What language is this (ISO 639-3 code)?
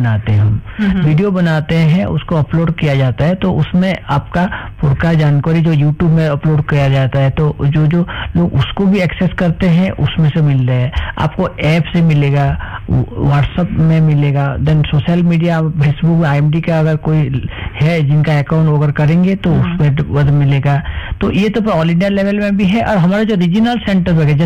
hin